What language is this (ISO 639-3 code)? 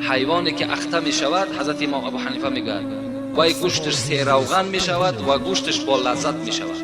tgk